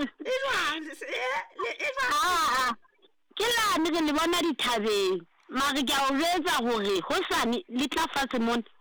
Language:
Southern Sotho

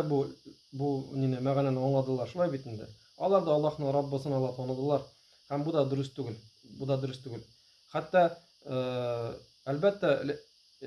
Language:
Tatar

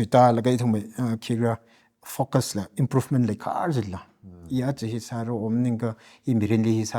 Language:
Tangkhul Naga (India)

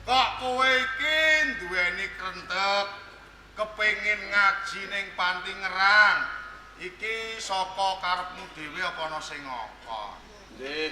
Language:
Javanese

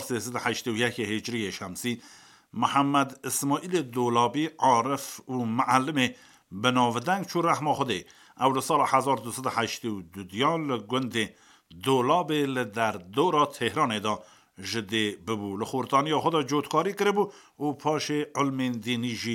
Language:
Kurdish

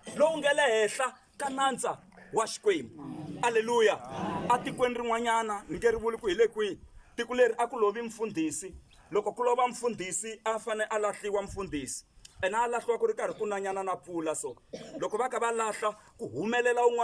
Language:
Tsonga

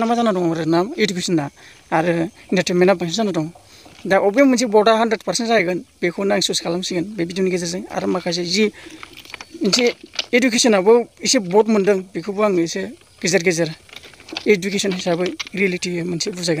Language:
Bodo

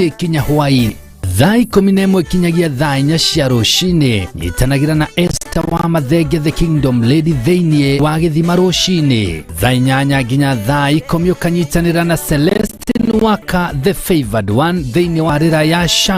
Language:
Kikuyu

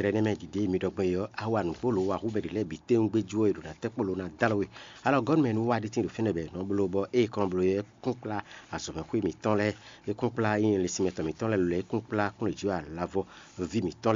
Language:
Fon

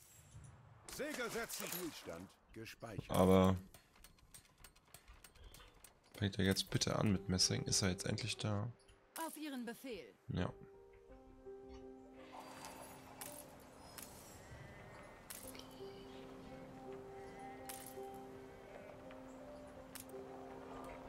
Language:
German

